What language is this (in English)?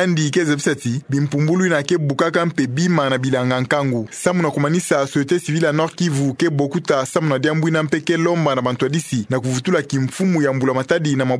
Kituba (Democratic Republic of Congo)